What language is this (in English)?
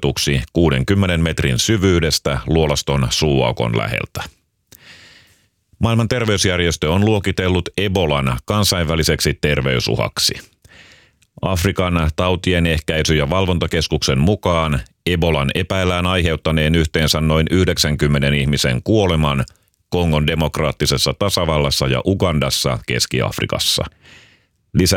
Finnish